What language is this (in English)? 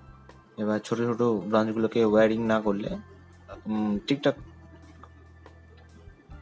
Bangla